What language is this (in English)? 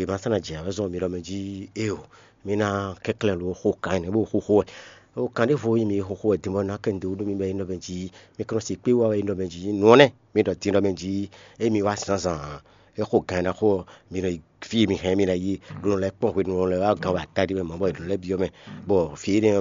Fon